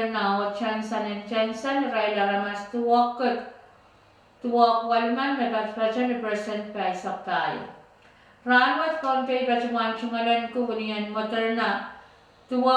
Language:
Pohnpeian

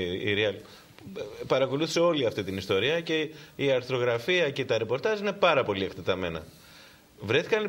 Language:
Greek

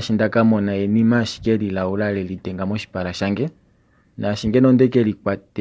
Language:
Kuanyama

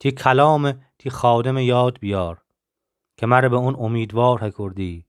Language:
Gilaki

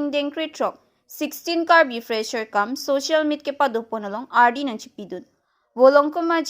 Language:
Karbi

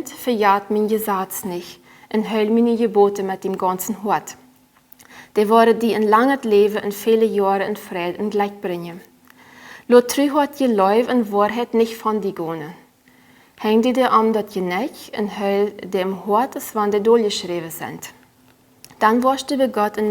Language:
Plautdietsch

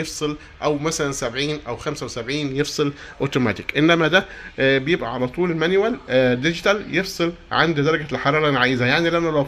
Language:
Egyptian Arabic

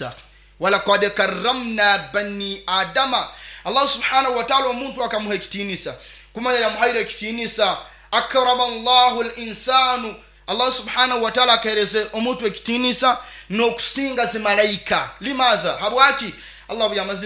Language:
Nyoro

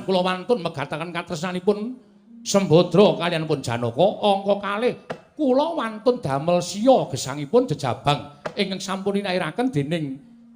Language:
Javanese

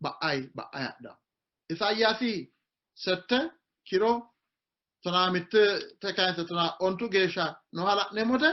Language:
Sidamo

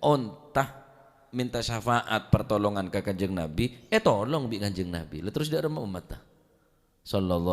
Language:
Madurese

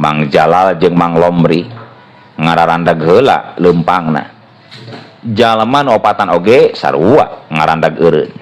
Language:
Sundanese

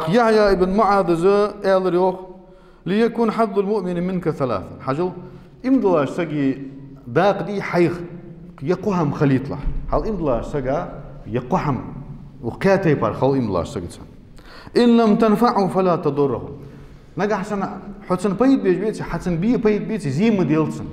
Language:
Ingush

